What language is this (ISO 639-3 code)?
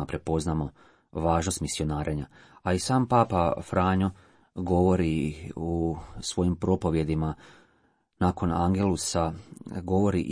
hrv